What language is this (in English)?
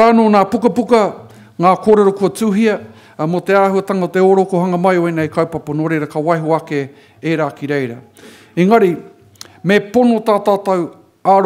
Māori